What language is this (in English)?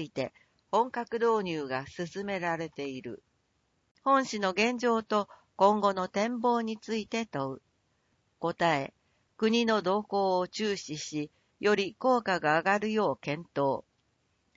Japanese